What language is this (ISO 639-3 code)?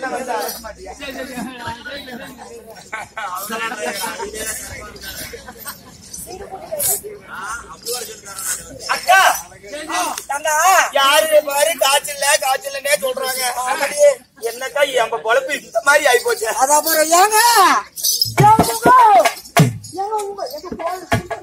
tam